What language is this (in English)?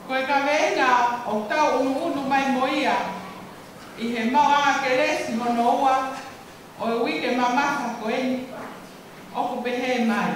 Tongan